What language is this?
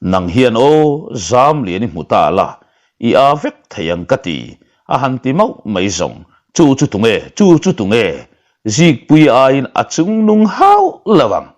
Mizo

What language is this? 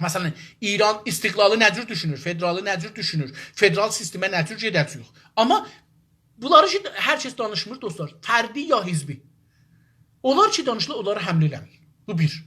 South Azerbaijani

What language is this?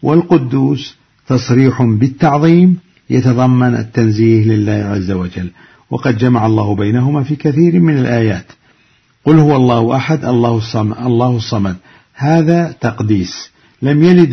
Arabic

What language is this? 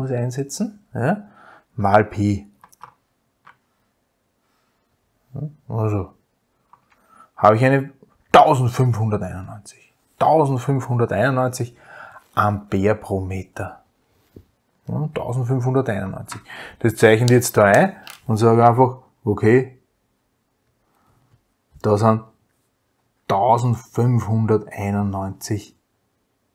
German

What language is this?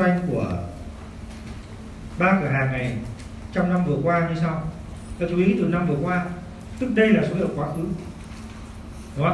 Vietnamese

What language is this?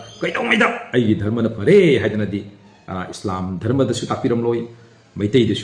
Manipuri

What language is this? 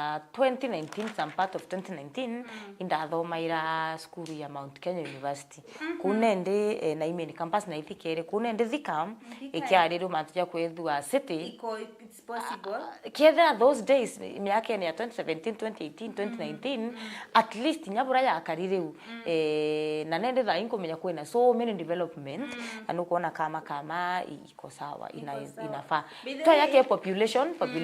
Meru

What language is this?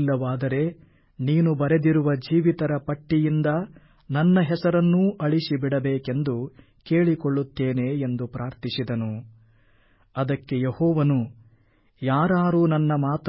Kannada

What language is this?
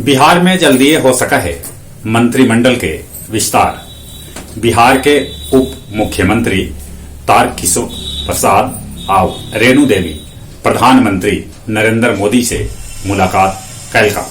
Magahi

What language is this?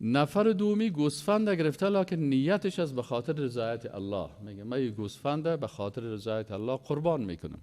Persian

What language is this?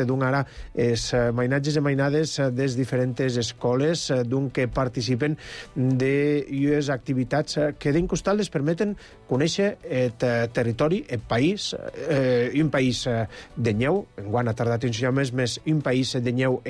Catalan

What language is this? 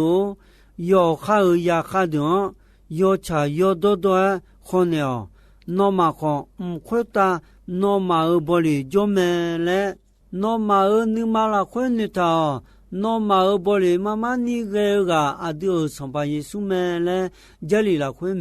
Akha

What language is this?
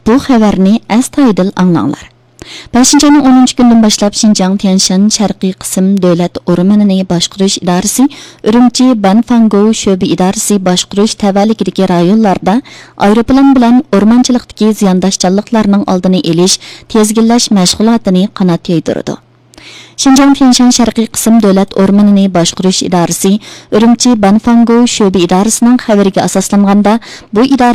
Uyghur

